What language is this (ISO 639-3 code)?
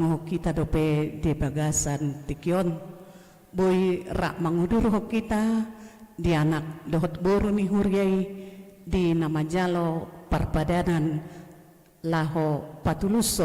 bbc